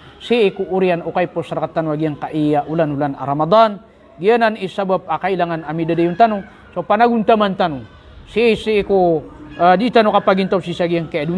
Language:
Maranao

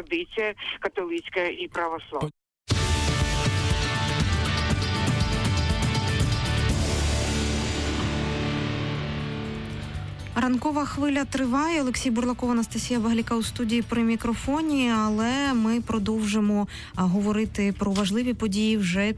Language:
Ukrainian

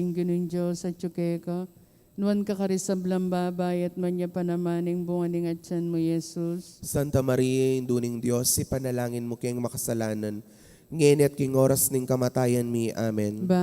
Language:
Pampanga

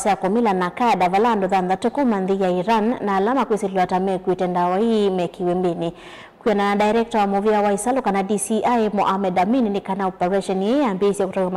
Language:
Kamba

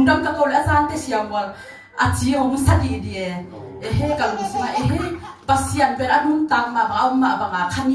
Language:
Tedim Chin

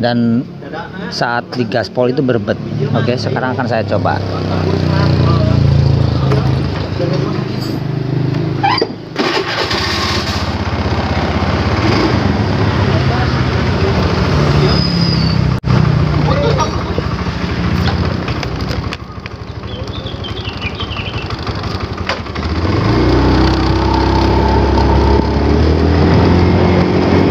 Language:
Indonesian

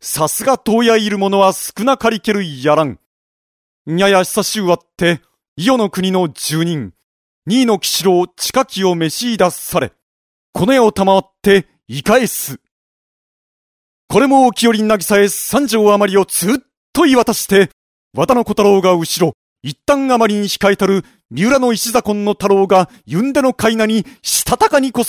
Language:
Japanese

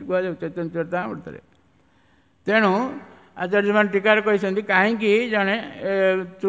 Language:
Odia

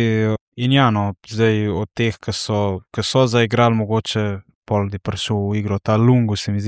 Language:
Slovenian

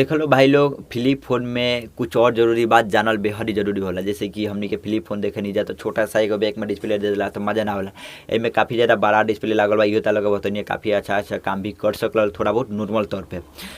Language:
Bhojpuri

